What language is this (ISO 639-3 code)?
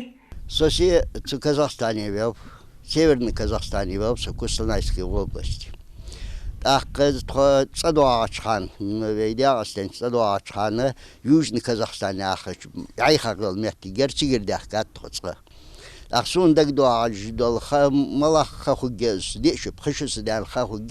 inh